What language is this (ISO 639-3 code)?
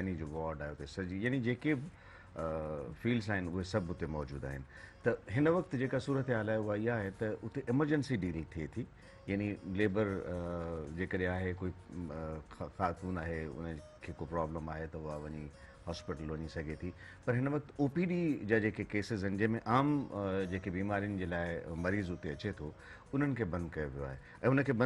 snd